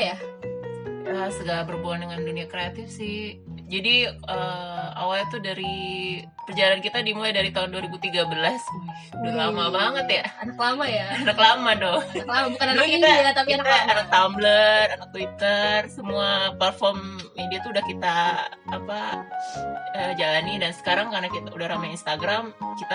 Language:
Indonesian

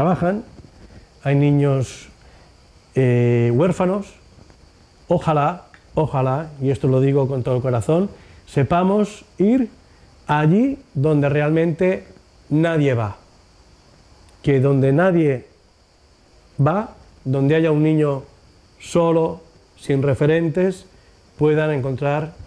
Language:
Spanish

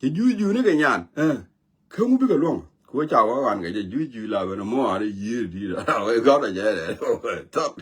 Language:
Nuer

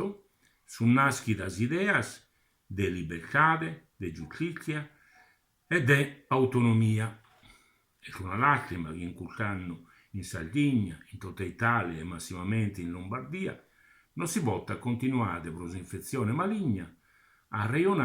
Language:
Sardinian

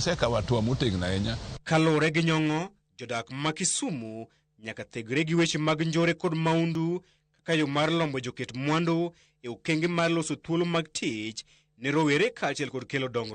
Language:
Luo (Kenya and Tanzania)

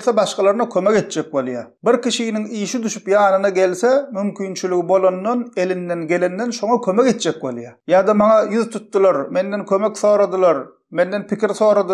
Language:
Turkmen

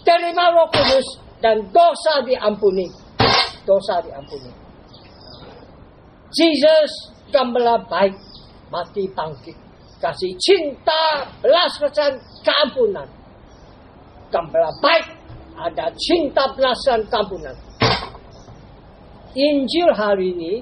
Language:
Malay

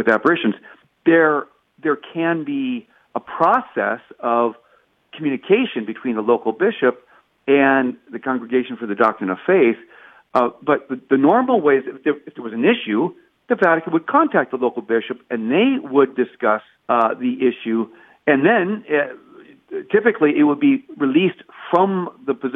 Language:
English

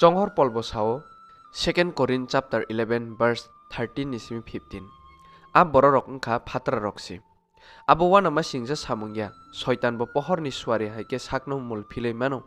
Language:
Kok Borok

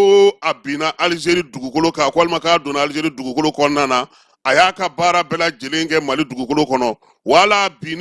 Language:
Bambara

